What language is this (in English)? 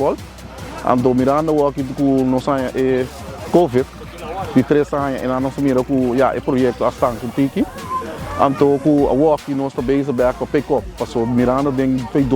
Papiamento